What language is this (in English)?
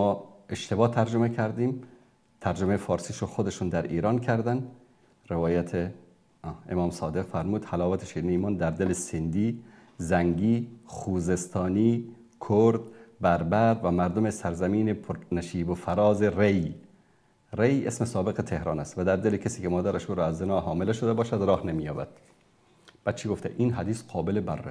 Persian